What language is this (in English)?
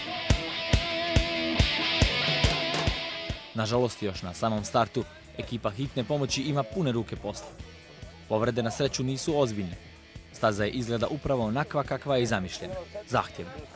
Bosnian